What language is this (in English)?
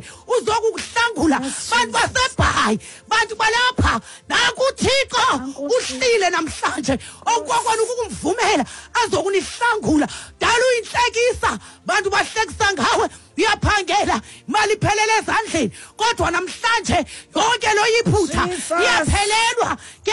Xhosa